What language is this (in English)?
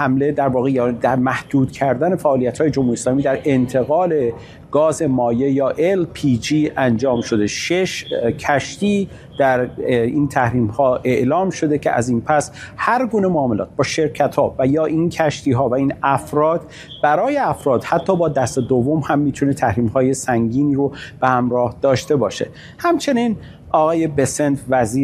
Persian